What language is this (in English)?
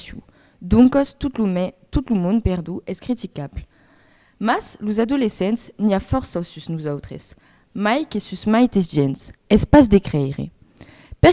Occitan